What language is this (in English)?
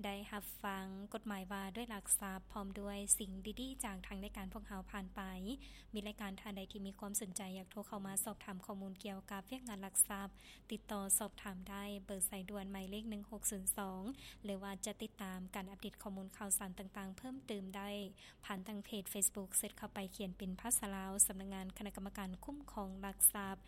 Lao